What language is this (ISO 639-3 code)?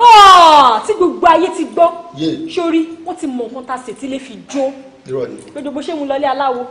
yor